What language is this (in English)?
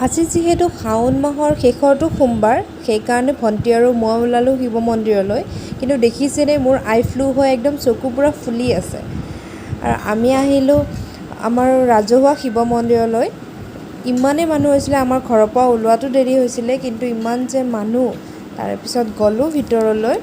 Assamese